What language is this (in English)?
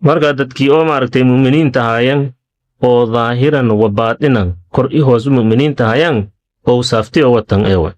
Somali